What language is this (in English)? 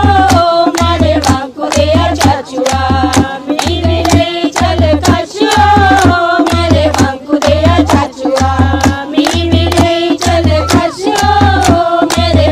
Dogri